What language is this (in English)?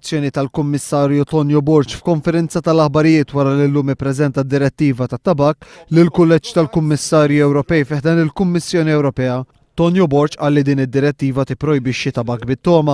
Maltese